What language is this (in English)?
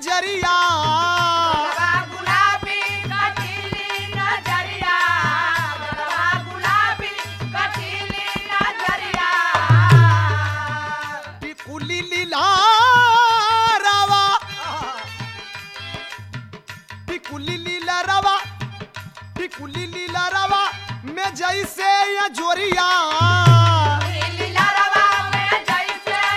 Bhojpuri